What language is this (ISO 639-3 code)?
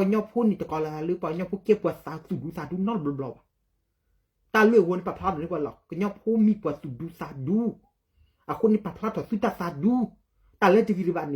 ksw